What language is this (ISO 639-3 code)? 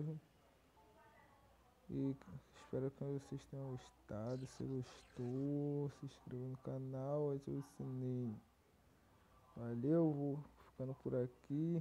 por